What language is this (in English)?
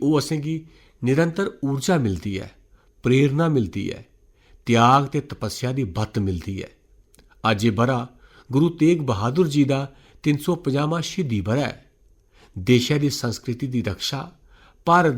Dogri